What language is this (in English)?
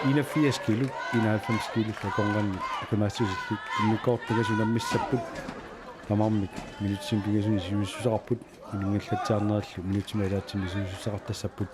Kalaallisut